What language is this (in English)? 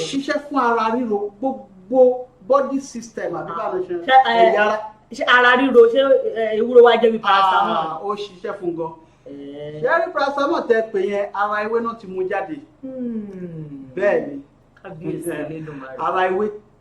Yoruba